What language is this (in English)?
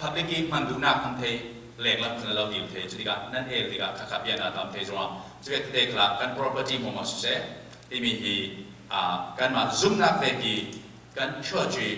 Falam Chin